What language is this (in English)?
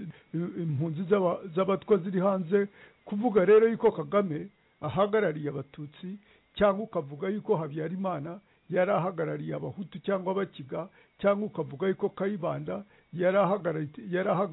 Kinyarwanda